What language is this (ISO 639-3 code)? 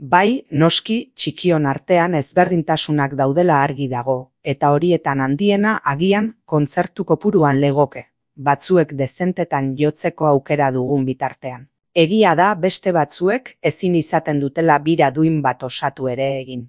eus